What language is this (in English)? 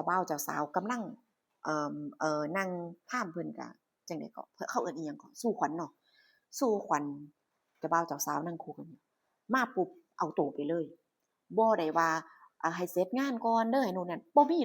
Northeastern Thai